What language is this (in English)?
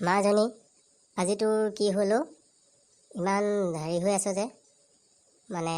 Assamese